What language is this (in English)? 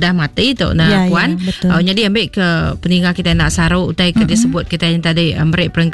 Iban